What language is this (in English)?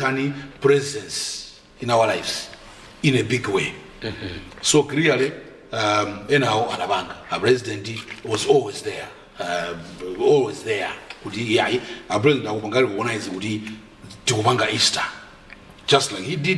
Nyanja